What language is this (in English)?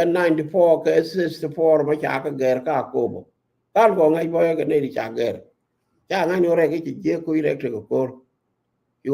Nuer